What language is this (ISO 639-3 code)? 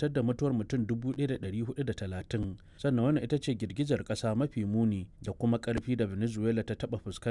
hau